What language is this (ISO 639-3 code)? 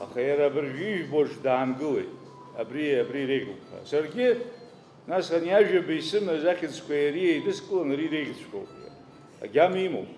abk